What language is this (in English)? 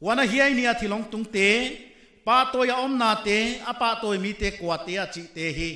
Paite Chin